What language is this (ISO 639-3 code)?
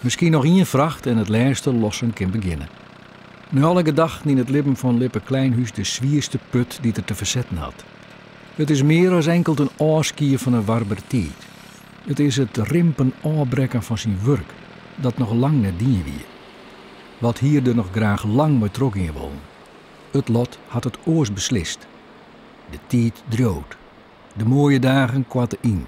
fry